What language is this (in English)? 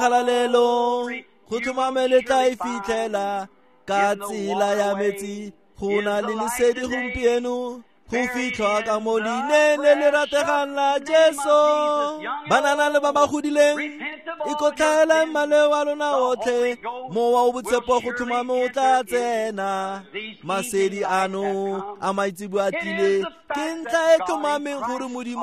Tswana